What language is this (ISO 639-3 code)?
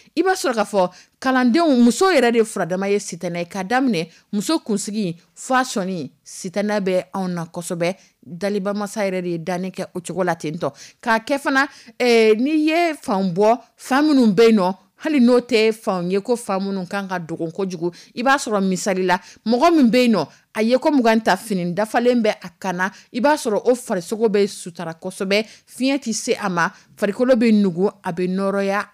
dyu